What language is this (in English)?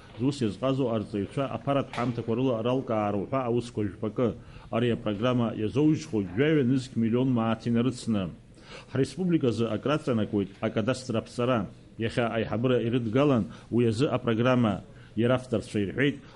Abkhazian